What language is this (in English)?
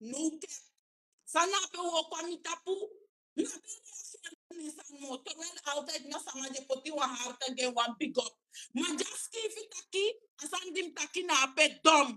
Sranan Tongo